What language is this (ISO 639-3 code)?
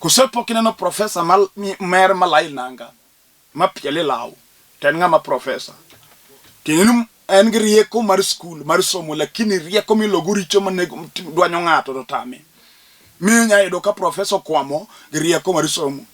luo